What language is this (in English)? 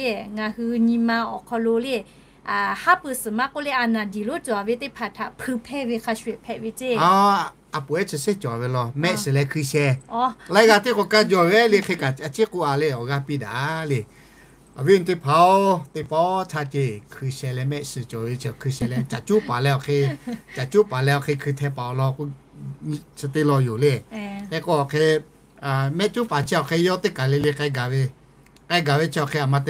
Lahu